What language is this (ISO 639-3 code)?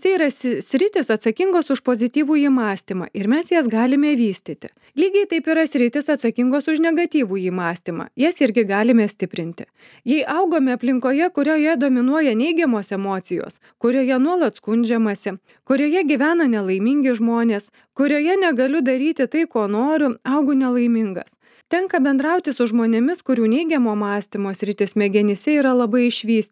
lit